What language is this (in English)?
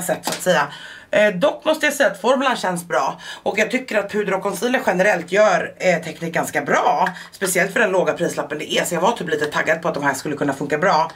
Swedish